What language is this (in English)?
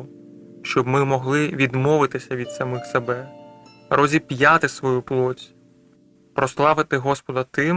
Ukrainian